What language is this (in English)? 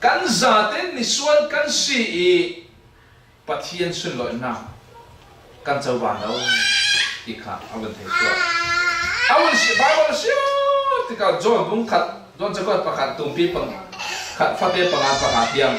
Falam Chin